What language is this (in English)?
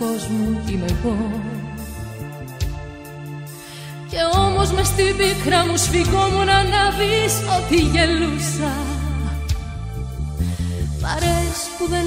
Greek